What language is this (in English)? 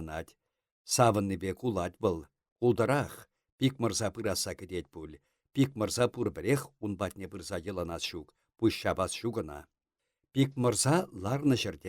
Chuvash